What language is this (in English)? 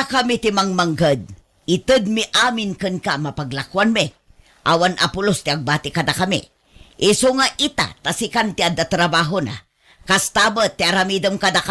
Iloko